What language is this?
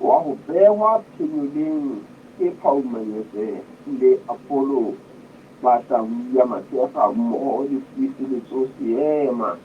Southern Sotho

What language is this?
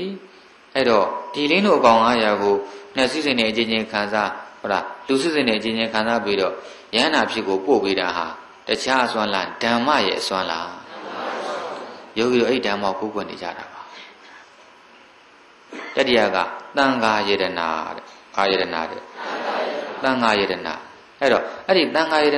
Burmese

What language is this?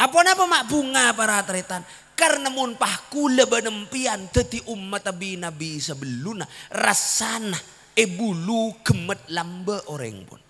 Madurese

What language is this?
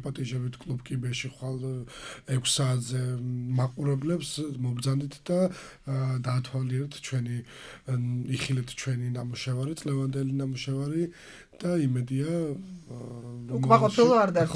Georgian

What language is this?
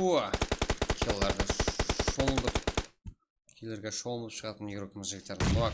Kara-Kalpak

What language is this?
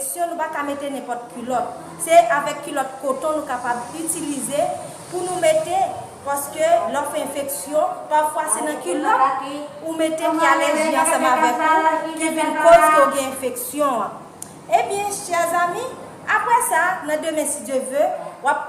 Haitian Creole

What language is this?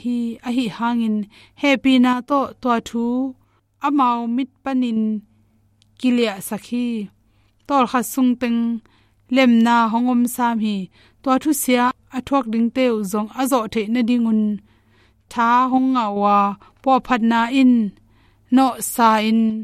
Tedim Chin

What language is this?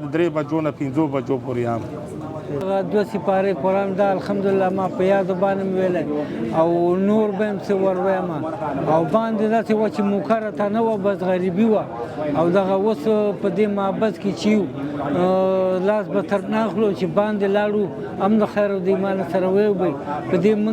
Pashto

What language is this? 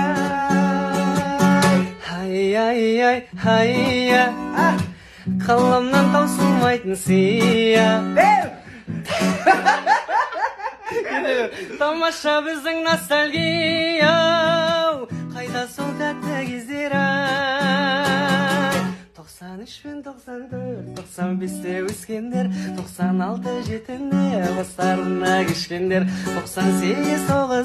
Kazakh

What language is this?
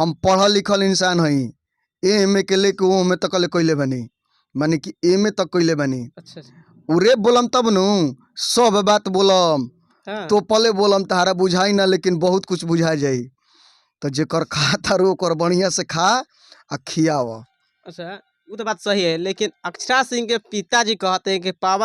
Bhojpuri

